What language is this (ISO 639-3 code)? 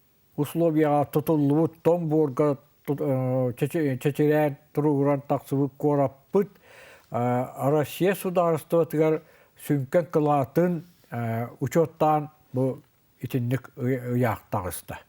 sah